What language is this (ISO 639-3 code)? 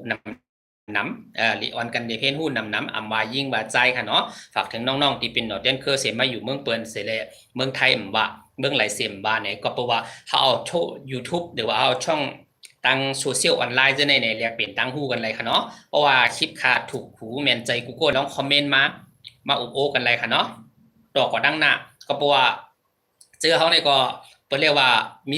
shn